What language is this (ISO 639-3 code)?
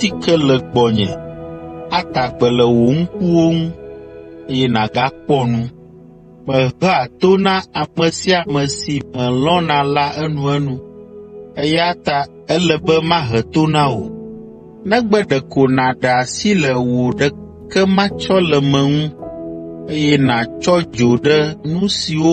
ewe